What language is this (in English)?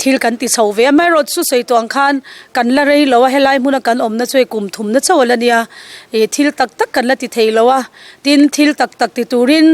Mizo